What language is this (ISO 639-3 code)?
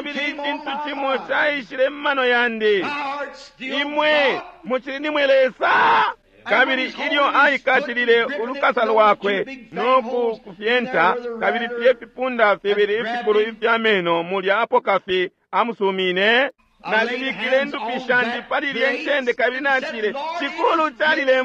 bem